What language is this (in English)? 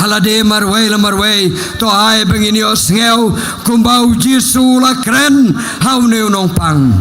Khasi